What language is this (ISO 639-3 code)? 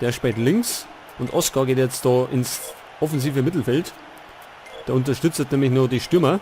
bar